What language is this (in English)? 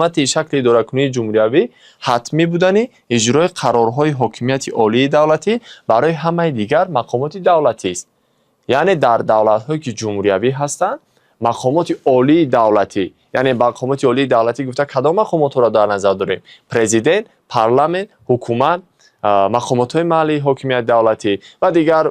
Tajik